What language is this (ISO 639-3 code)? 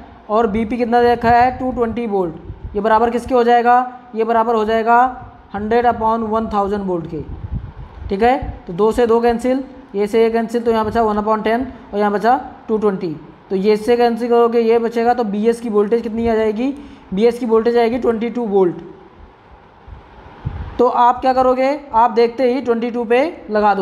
hin